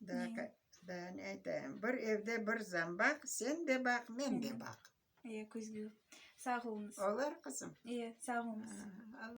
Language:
Crimean Tatar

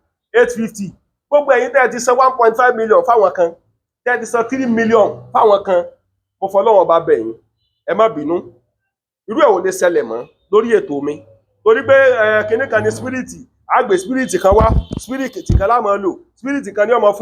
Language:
Yoruba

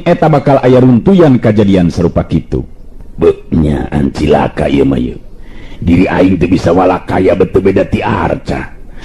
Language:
Sundanese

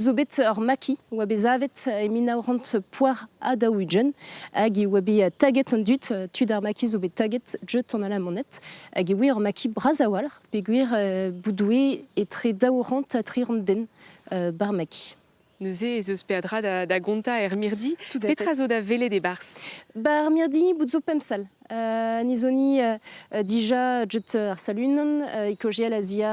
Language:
Breton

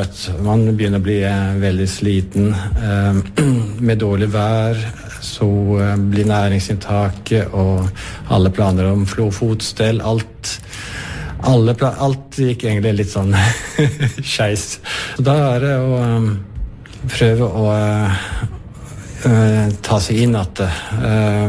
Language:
Norwegian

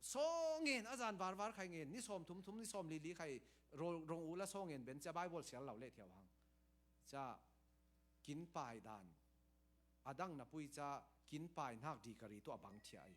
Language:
Falam Chin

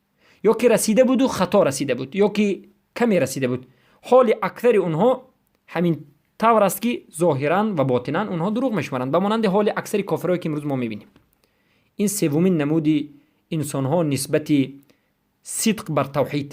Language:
Persian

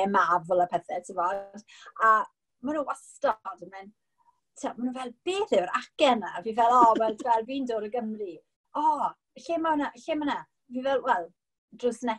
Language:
Welsh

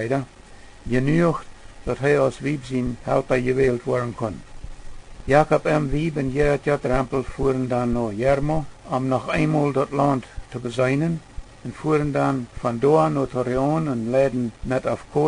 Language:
Plautdietsch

